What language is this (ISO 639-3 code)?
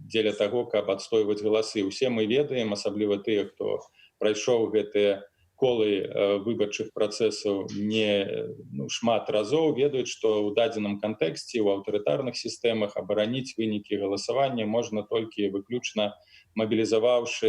bel